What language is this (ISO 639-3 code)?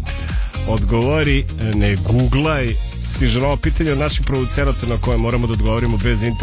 srp